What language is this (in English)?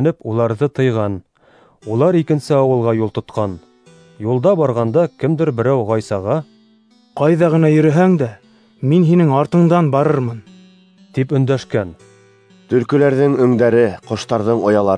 Bashkir